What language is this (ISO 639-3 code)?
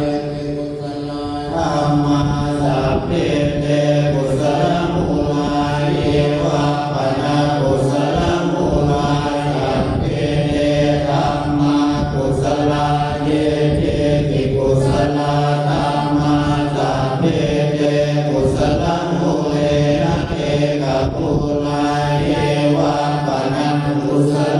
pli